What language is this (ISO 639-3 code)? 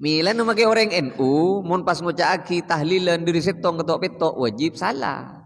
mad